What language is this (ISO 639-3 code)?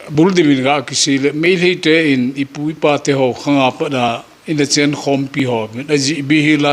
tcz